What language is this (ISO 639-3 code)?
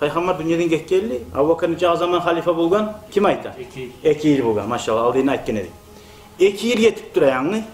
kum